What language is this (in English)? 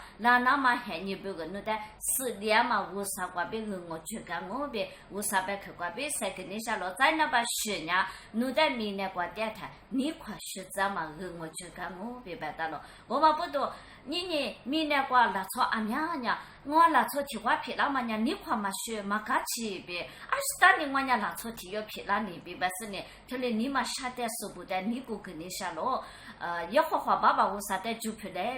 Lisu